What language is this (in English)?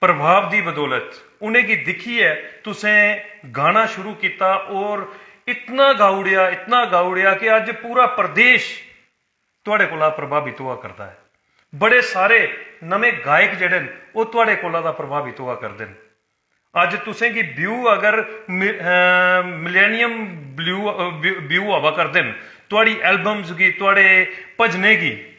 Dogri